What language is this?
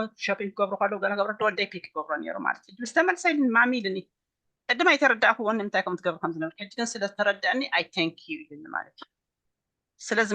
Tigrinya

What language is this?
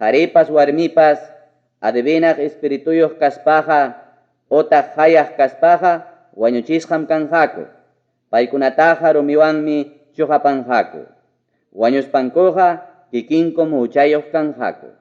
Ayacucho Quechua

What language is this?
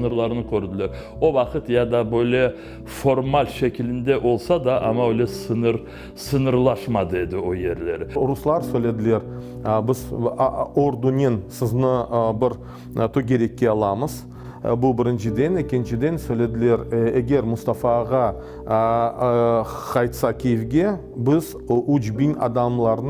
Crimean Tatar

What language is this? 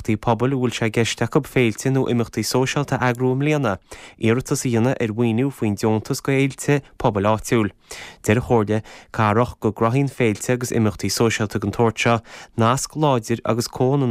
Irish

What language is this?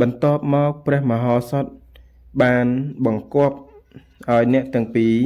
Khmer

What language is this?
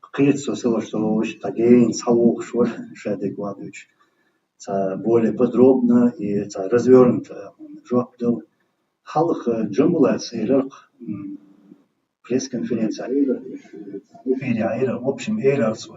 Chechen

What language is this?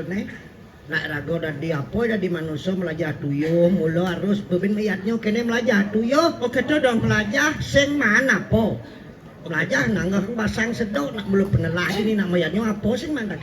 Balinese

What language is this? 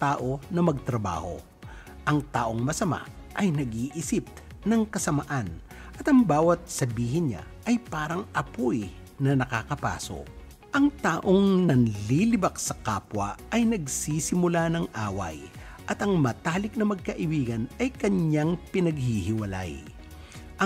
Filipino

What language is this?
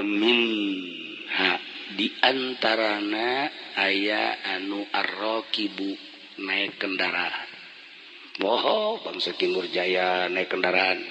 Sundanese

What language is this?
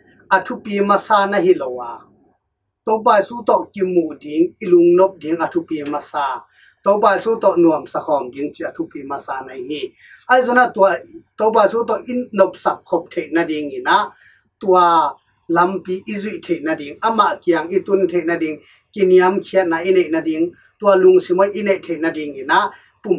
Tedim Chin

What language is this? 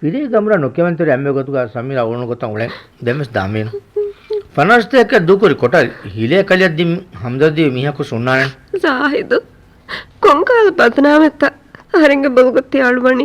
Divehi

